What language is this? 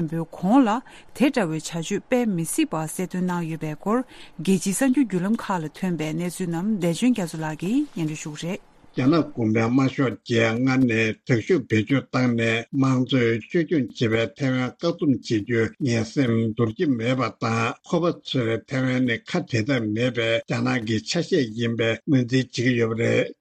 Tibetan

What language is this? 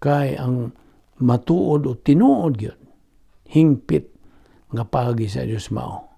Cebuano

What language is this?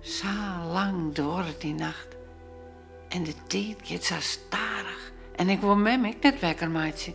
Western Frisian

